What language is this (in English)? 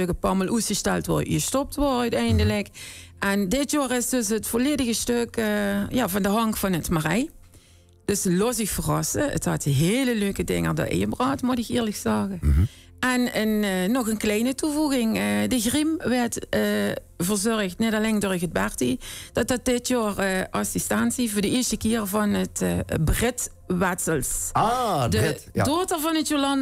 Limburgish